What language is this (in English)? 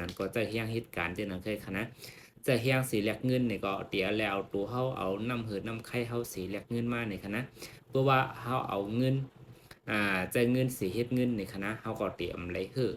Shan